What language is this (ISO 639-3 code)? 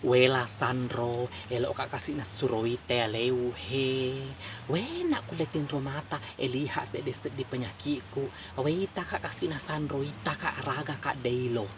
bug